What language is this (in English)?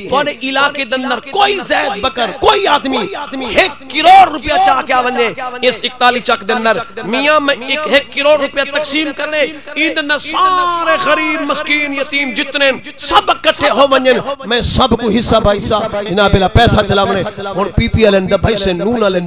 Saraiki